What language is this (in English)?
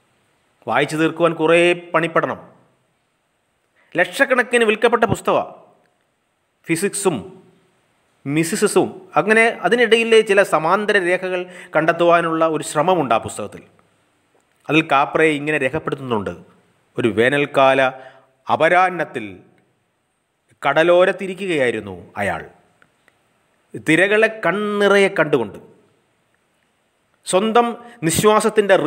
Malayalam